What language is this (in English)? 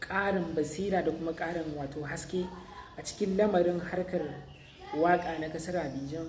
Hausa